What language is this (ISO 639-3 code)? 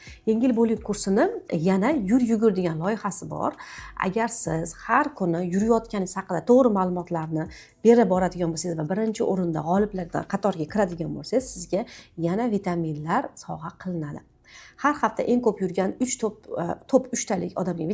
uzb